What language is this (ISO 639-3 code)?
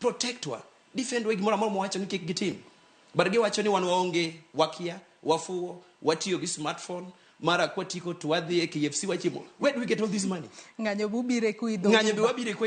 luo